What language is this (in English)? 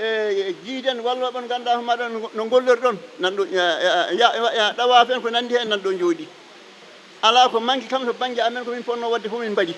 Fula